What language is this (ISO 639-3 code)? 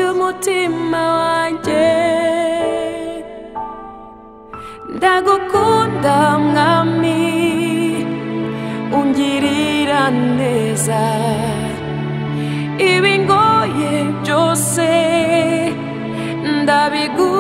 kin